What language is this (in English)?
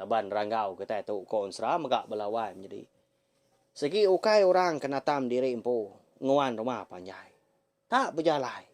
Iban